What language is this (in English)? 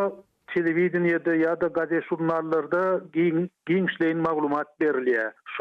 Turkmen